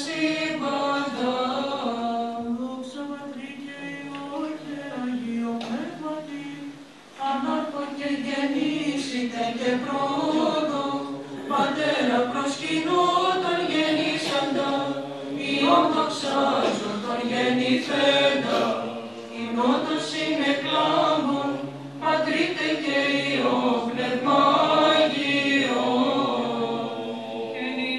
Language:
Greek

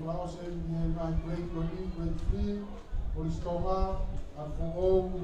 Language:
Tongan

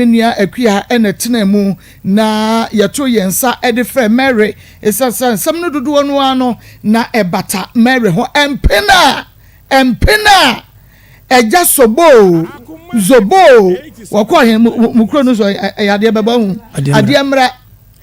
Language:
Akan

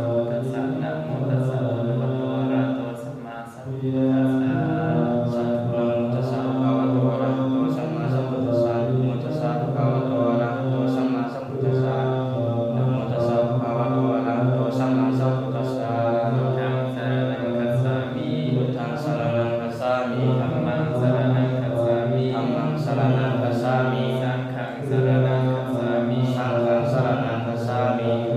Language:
Pali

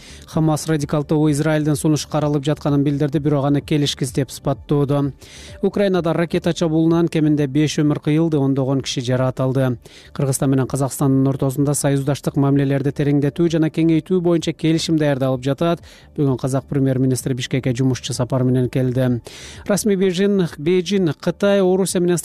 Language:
Kyrgyz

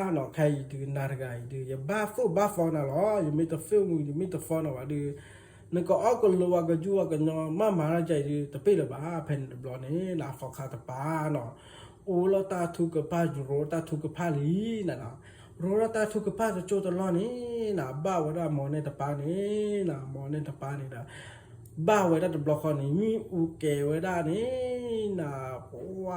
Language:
S'gaw Karen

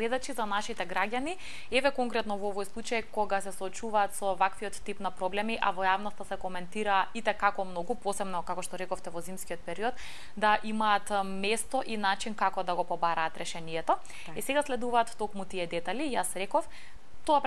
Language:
Macedonian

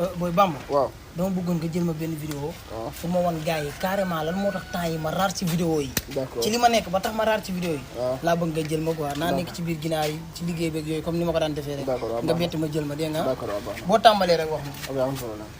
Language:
Wolof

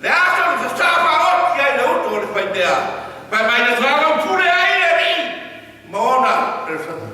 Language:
Samoan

